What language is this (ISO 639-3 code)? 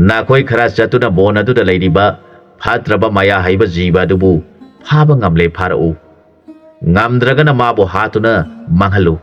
mni